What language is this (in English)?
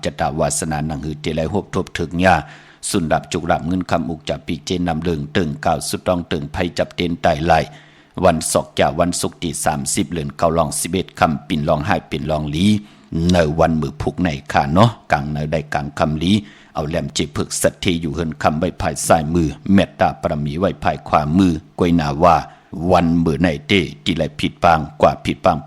Shan